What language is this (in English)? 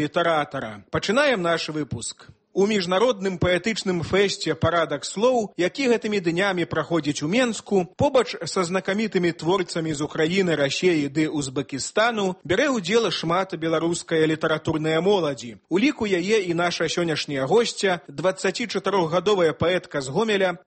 Belarusian